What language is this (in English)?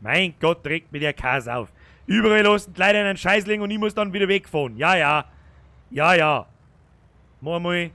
Bavarian